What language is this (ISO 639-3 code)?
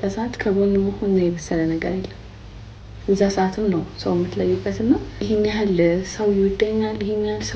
amh